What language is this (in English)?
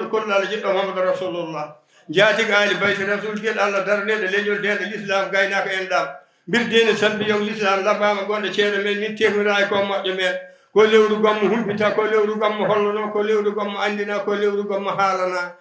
Fula